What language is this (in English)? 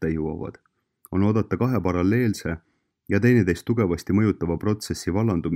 Estonian